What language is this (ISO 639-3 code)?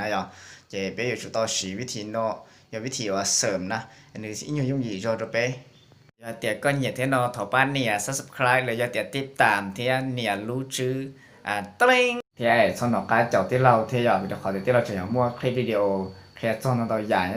hmn